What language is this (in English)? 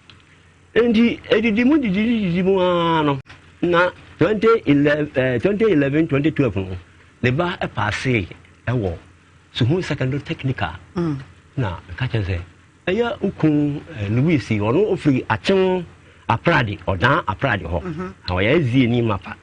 Akan